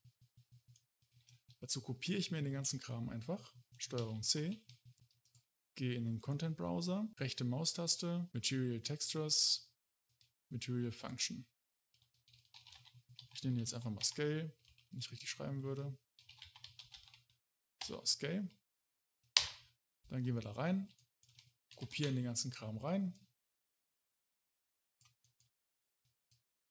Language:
German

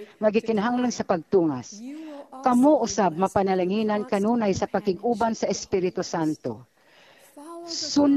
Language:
Cebuano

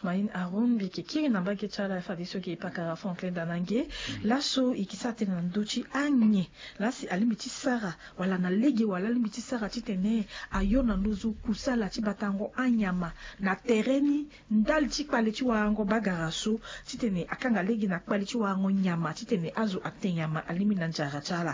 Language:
Sango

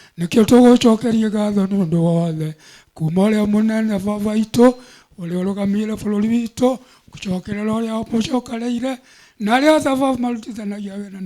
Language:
Kikuyu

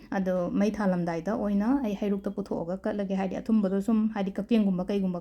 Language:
Manipuri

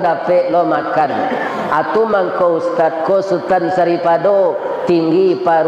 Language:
Minangkabau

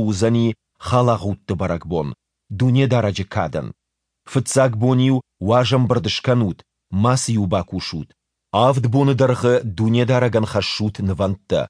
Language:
Ossetic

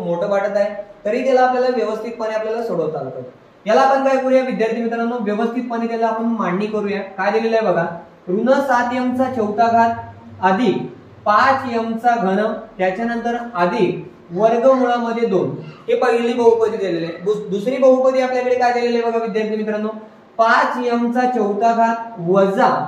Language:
Marathi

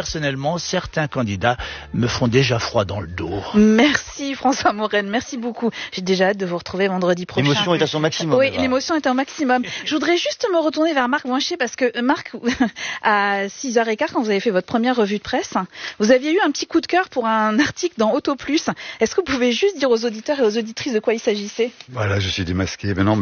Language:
French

